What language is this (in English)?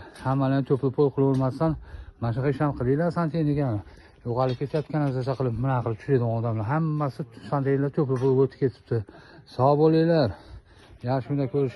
Uzbek